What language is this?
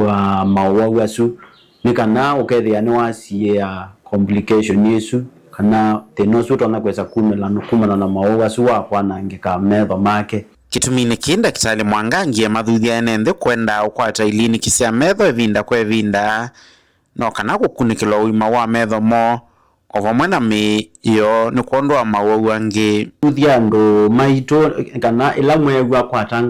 Kamba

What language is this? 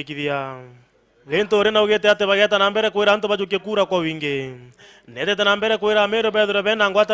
Meru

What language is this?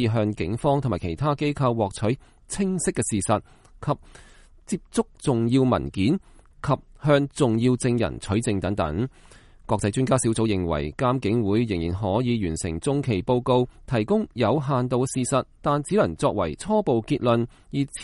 Cantonese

